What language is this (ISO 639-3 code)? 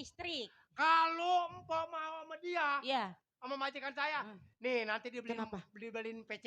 bew